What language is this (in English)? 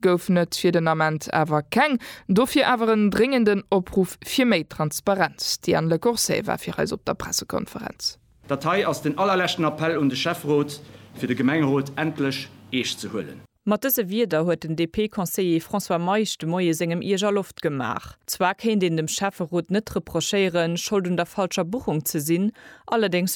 Luxembourgish